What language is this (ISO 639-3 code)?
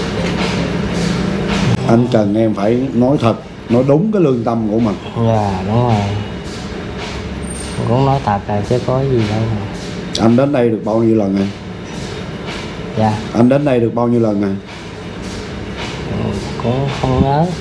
vie